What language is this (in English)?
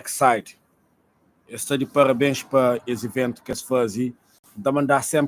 Kabuverdianu